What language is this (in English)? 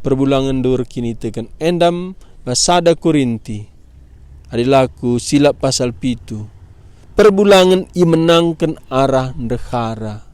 Batak Karo